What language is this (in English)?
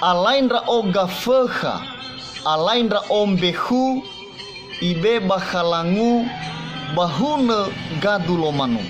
Nias